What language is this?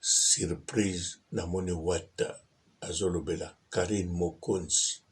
Lingala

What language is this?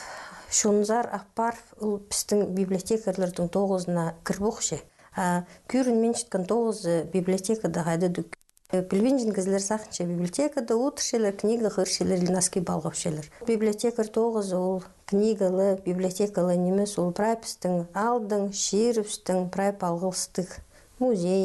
Khakas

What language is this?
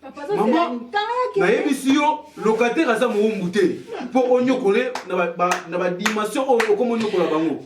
Lingala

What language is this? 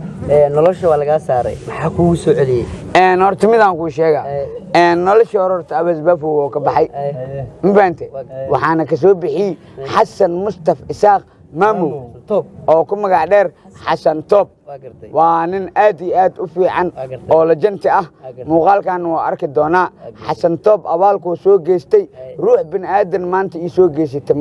Somali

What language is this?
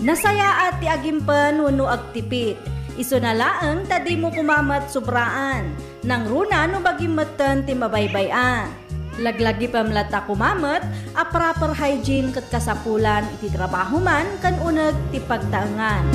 Iloko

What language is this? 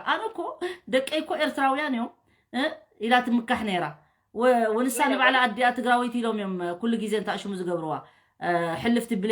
Tigrinya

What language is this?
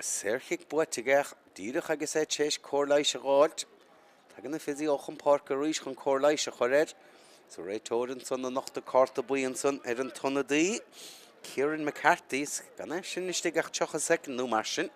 Irish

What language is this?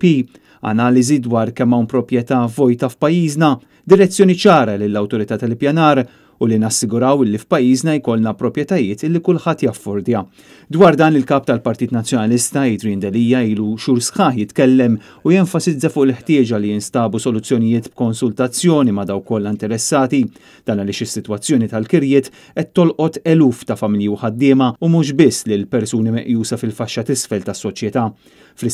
Maltese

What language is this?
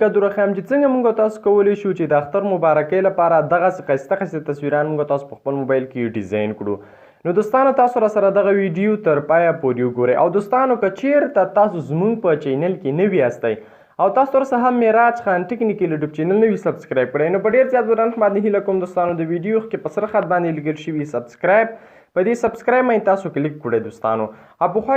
Pashto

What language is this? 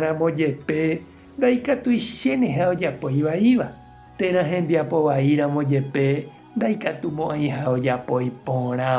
Guarani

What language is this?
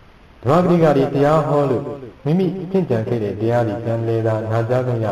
Burmese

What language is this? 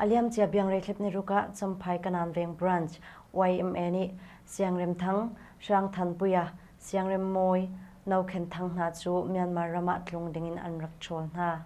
Hakha Chin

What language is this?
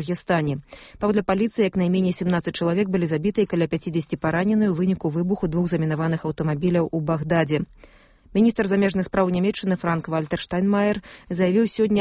Belarusian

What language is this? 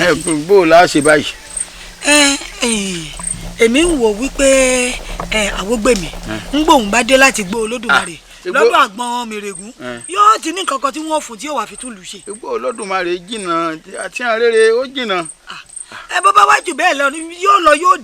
Yoruba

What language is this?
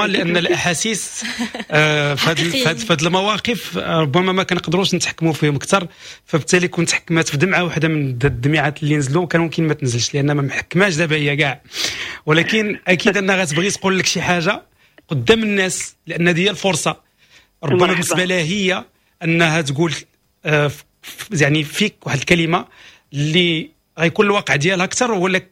Moroccan Arabic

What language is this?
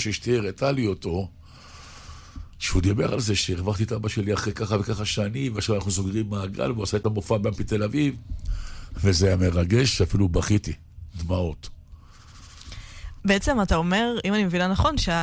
Hebrew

